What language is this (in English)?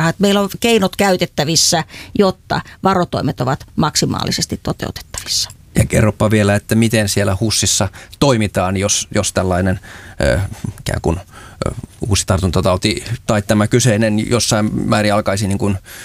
Finnish